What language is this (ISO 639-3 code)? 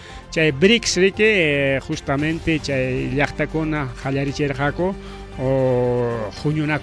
quy